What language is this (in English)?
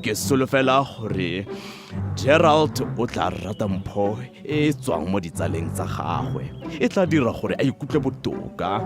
Tswana